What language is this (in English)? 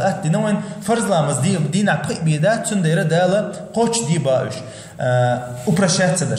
Chechen